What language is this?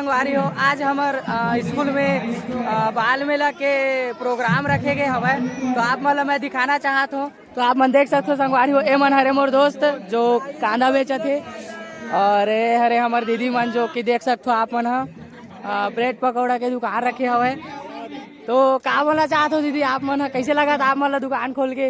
Chhattisgarhi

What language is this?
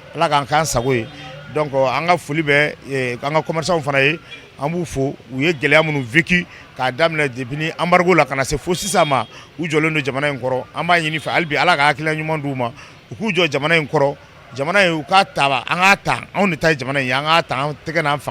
Bambara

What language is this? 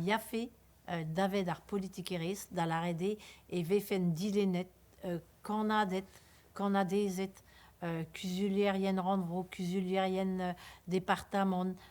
Breton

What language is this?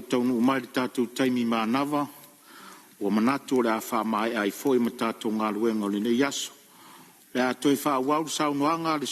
Samoan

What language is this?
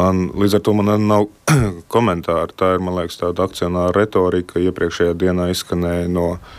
Latvian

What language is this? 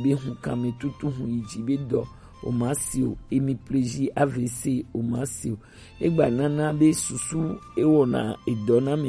Gen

